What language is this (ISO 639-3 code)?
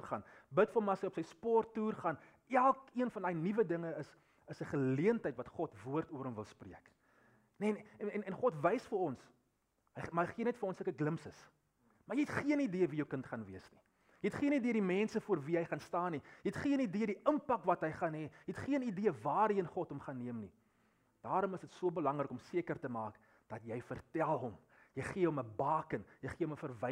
afr